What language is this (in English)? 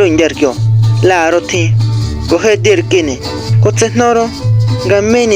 Huautla Mazatec